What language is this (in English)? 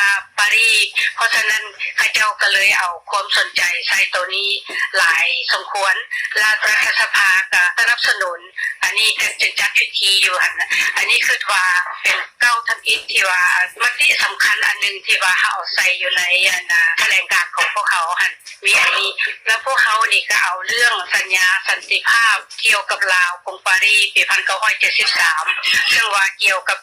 Lao